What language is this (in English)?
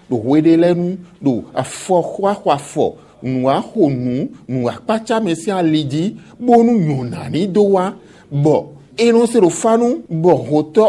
Fon